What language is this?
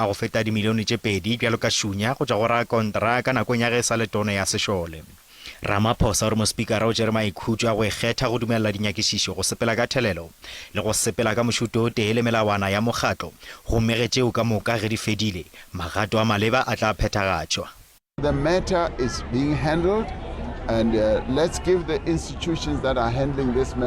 Northern Sotho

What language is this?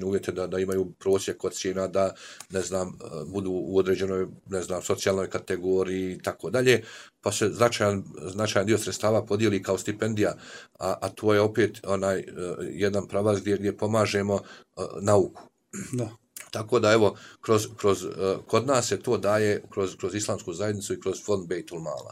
Bosnian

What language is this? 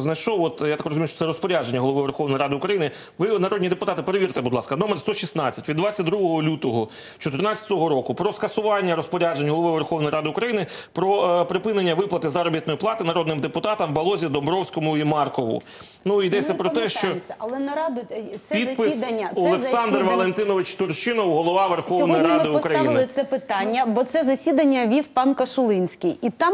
Ukrainian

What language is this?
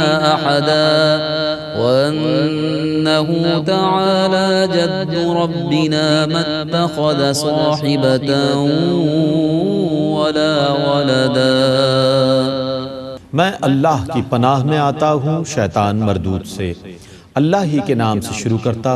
Urdu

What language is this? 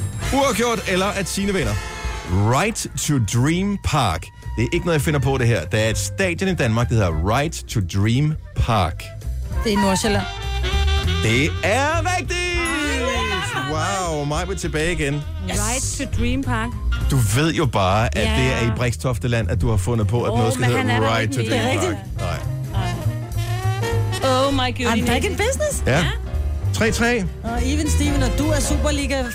Danish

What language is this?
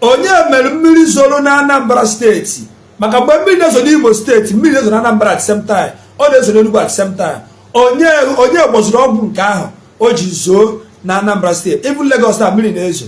Igbo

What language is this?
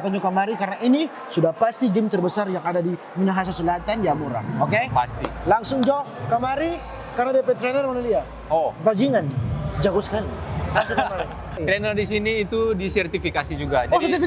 Manado Malay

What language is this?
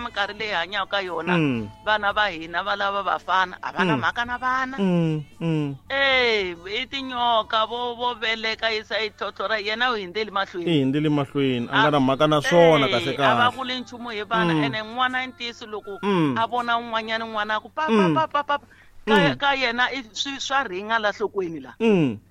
Tsonga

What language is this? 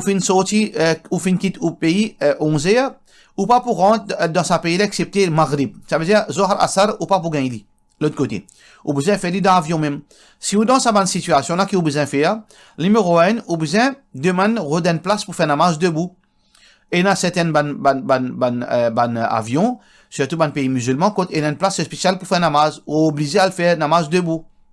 Morisyen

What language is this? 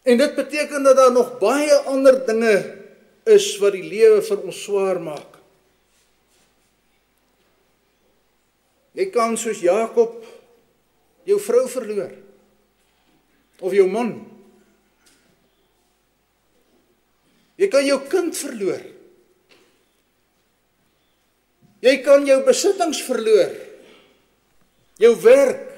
Afrikaans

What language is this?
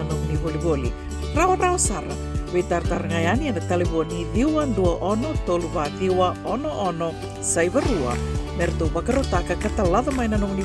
Fijian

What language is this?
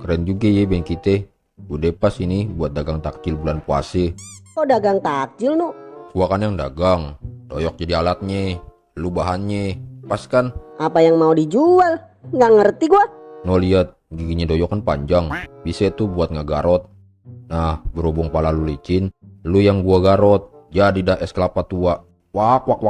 Betawi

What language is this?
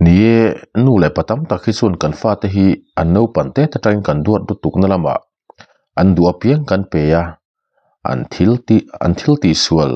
Mizo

